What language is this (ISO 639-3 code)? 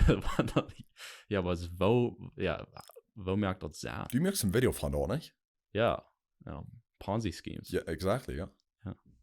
pdt